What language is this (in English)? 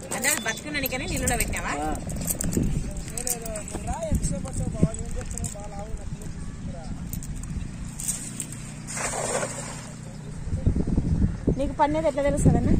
Telugu